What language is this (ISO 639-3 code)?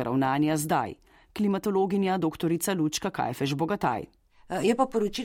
slv